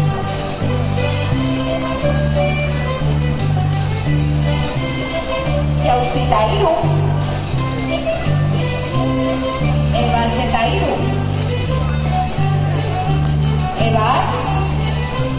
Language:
Basque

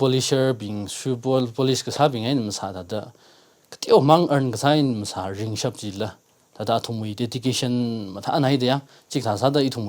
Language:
Tangkhul Naga (India)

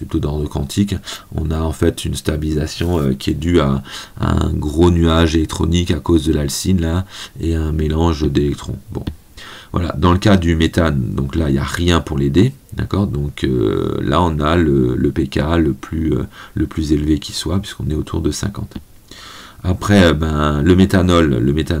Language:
French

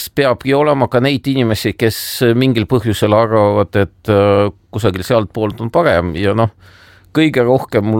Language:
Estonian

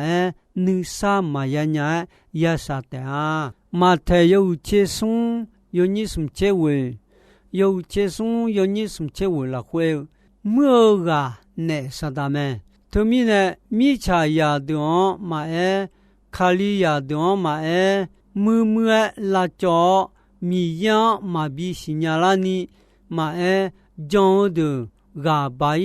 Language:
Akha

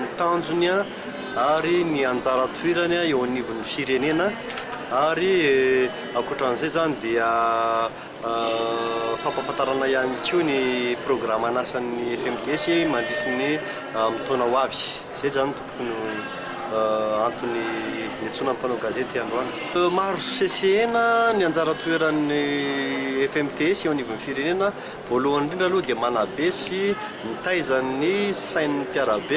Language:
Malagasy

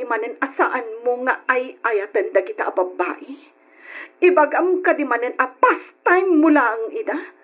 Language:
Iloko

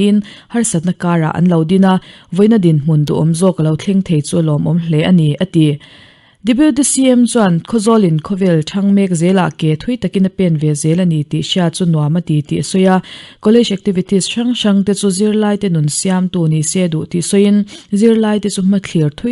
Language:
Mizo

